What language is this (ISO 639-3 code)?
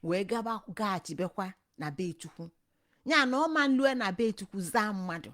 ibo